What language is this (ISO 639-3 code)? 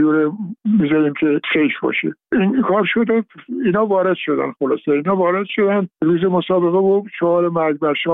fas